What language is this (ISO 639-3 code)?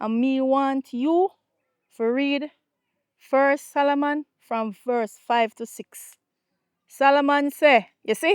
jam